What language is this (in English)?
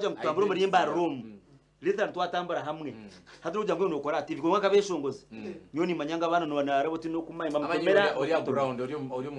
Nyankole